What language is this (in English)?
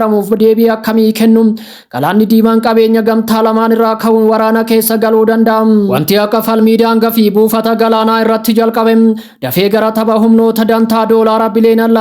Oromo